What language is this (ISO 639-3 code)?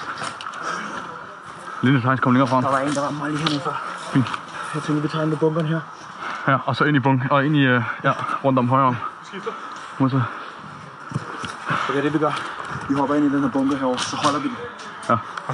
dan